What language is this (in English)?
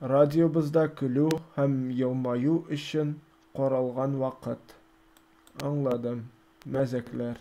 Tatar